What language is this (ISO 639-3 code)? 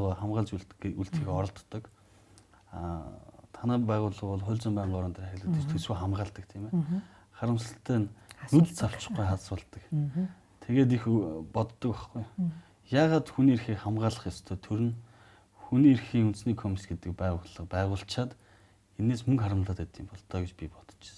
mon